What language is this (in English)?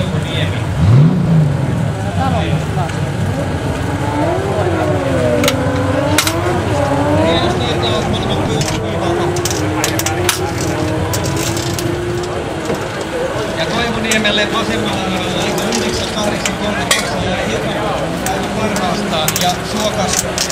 Finnish